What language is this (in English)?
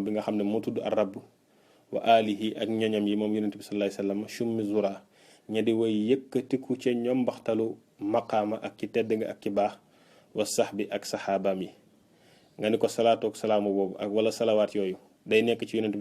Wolof